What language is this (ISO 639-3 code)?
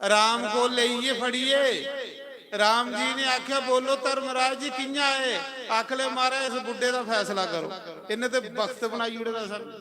doi